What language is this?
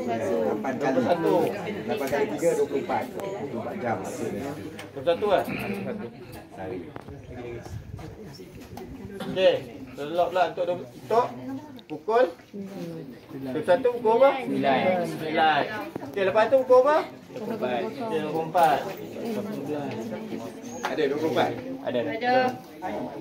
Malay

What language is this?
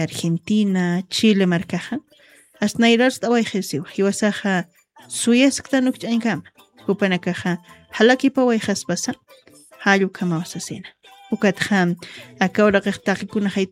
Aymara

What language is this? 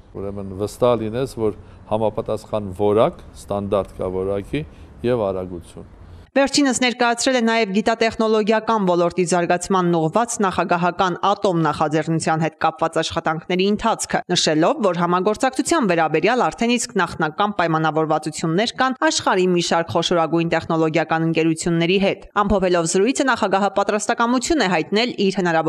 Armenian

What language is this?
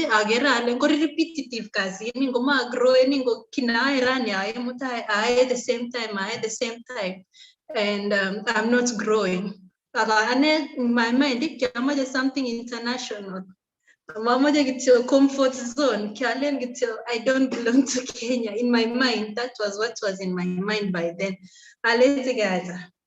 Kalenjin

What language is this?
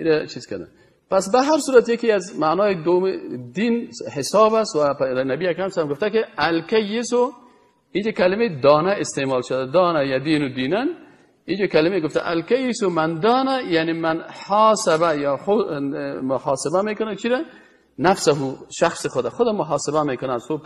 Persian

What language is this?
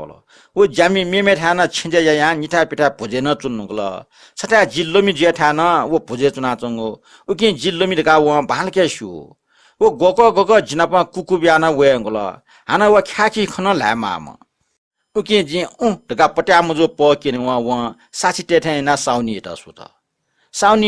Newari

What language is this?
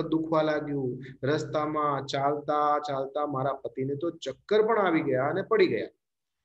Gujarati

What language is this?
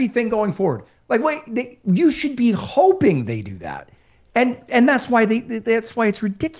English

